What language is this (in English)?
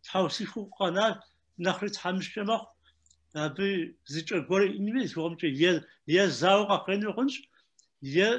Kabardian